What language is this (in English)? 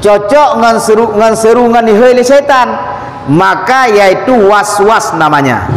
Achinese